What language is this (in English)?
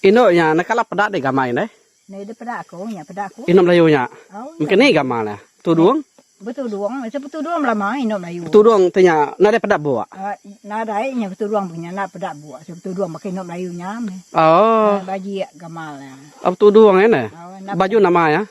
Iban